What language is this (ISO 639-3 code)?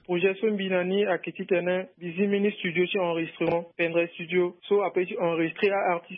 sag